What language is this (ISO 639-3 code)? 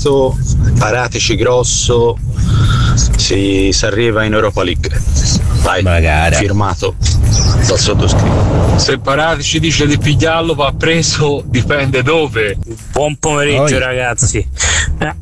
ita